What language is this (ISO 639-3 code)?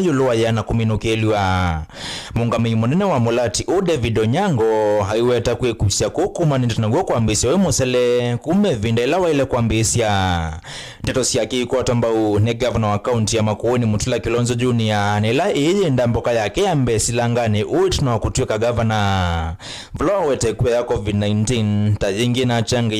kam